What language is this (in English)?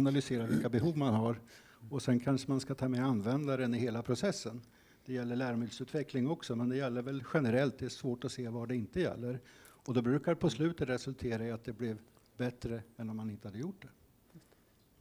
Swedish